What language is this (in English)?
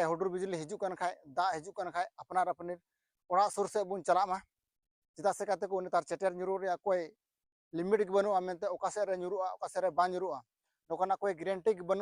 Santali